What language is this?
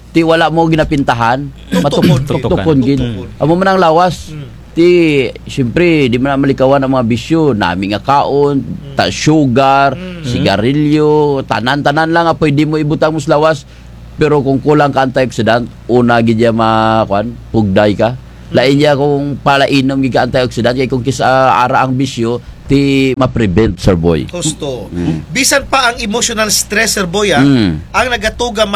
Kinaray-a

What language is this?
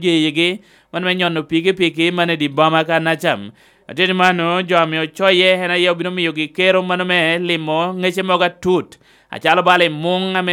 Lango (Uganda)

